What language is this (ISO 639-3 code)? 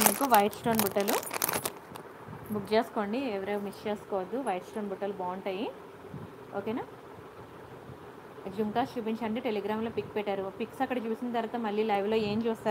tel